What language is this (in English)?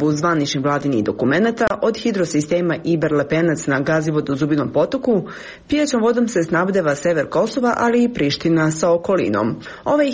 Serbian